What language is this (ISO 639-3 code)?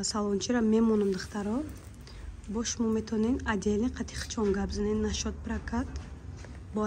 tgk